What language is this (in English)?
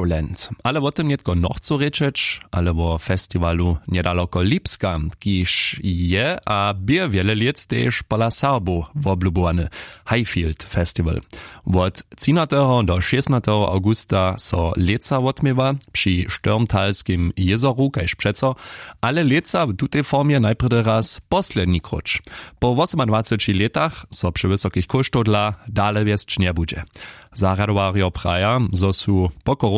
Upper Sorbian